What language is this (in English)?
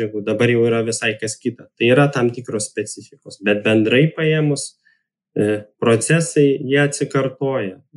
Lithuanian